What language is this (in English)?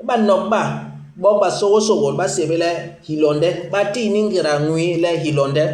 Basaa